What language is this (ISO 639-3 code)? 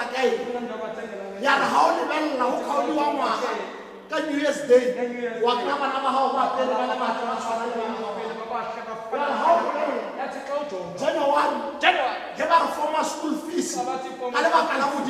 tsn